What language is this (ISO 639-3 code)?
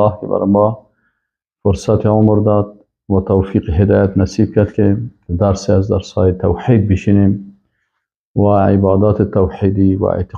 fas